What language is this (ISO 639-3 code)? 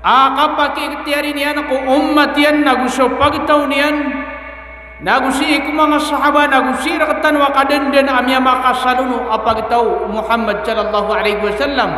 mrw